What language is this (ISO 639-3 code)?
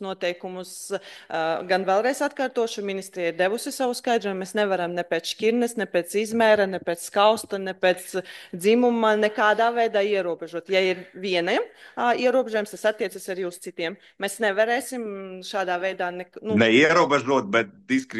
lav